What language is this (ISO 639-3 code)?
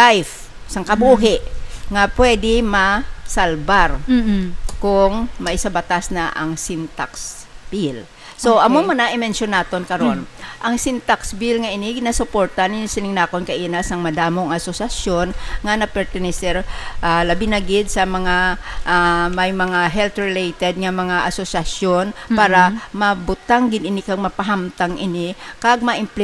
hil